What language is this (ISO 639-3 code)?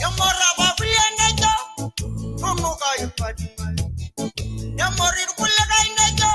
mas